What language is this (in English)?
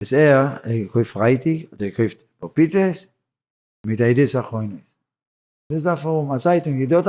Yiddish